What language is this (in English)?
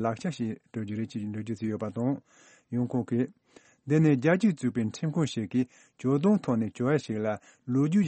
Tibetan